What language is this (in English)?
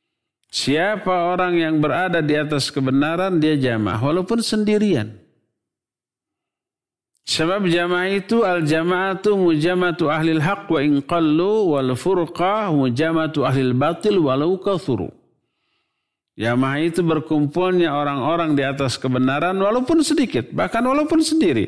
Indonesian